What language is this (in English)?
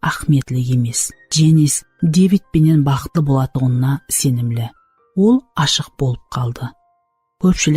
Kara-Kalpak